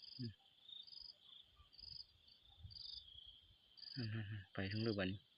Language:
Lao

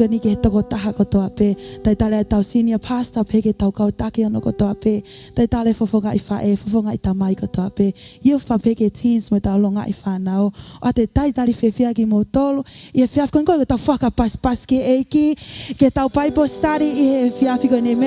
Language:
Tongan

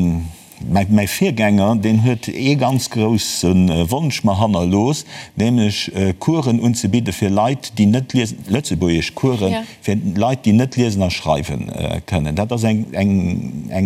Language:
Luxembourgish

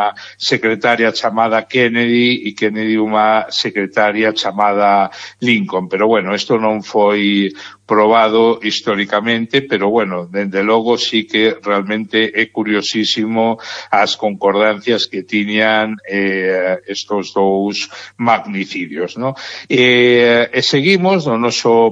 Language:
Galician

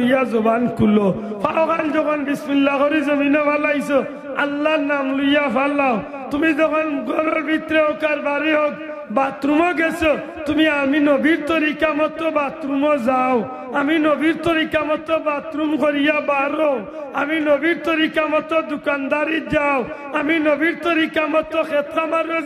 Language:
Sylheti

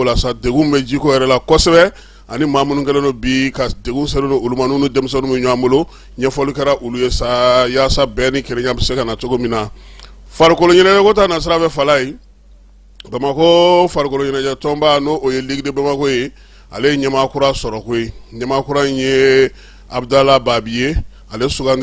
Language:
Bambara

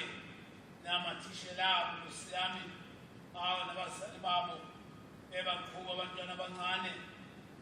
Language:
Zulu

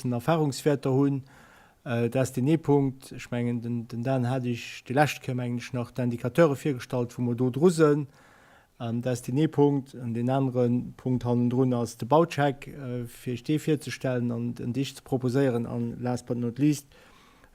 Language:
Luxembourgish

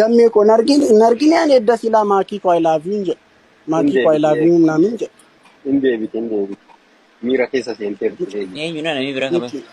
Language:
Oromo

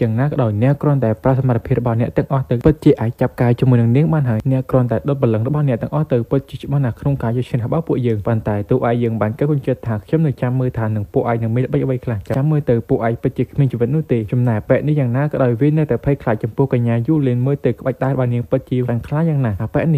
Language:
Khmer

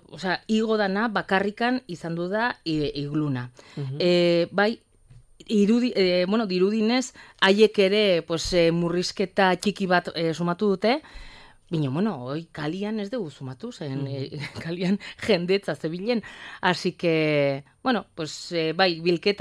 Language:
Basque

